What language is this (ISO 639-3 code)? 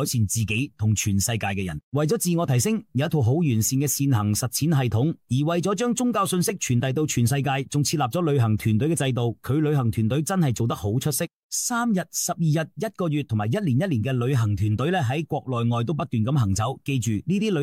yue